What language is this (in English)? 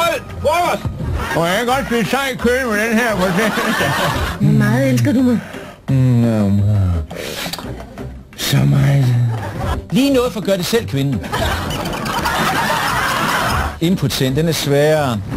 Danish